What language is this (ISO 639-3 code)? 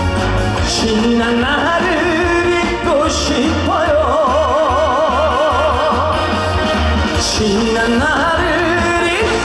kor